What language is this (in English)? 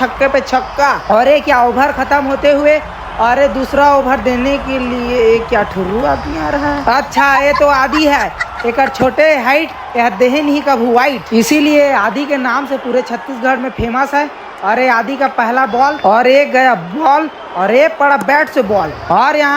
Chhattisgarhi